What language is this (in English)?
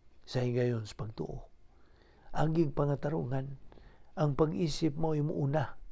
Cebuano